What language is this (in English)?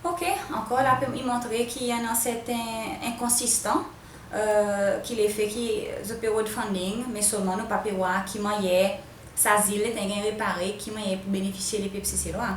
Seselwa Creole French